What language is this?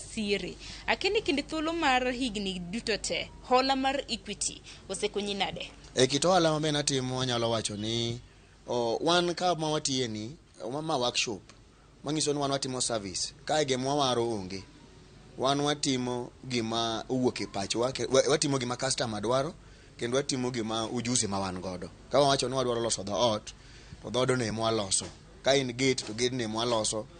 Luo (Kenya and Tanzania)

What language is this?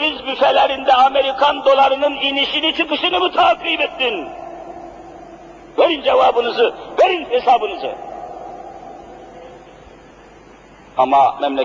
Turkish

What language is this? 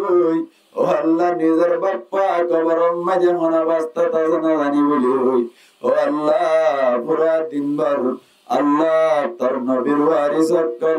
Rohingya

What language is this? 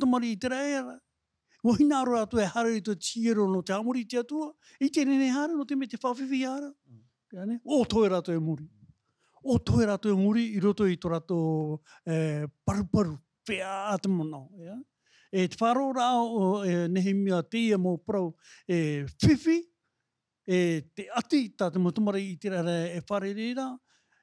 Tahitian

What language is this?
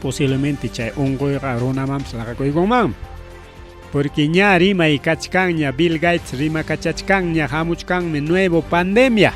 Ayacucho Quechua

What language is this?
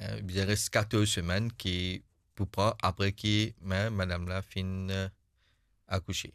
Morisyen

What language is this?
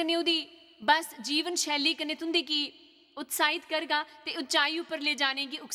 Dogri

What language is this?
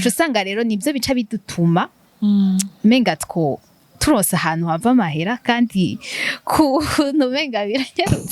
Rundi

